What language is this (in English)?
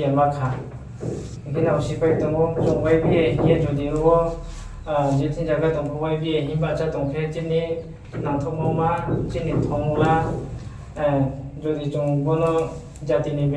Riang (India)